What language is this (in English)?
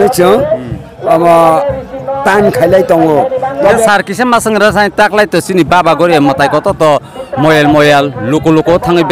Kok Borok